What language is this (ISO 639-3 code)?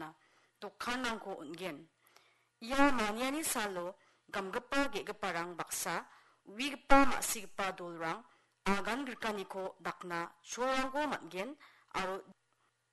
grt